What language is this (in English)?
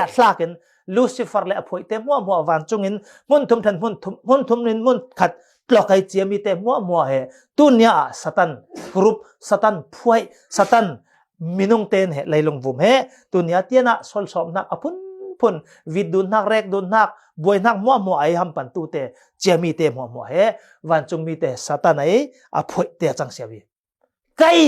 Falam Chin